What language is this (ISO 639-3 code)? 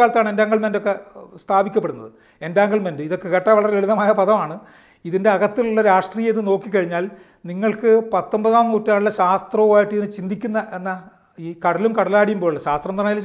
mal